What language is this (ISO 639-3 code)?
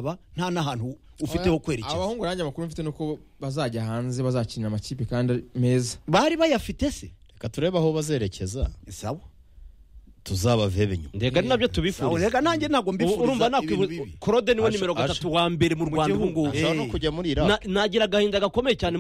kin